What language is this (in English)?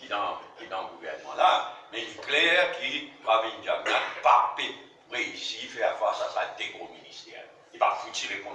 Morisyen